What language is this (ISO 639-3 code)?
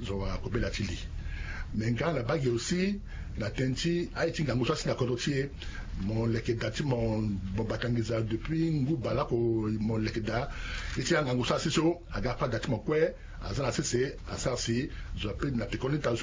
sag